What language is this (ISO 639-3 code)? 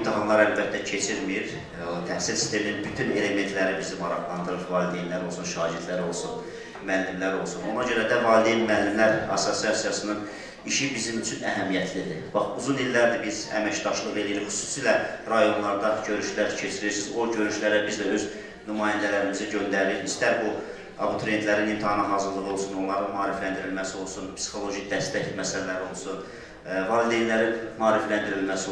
aze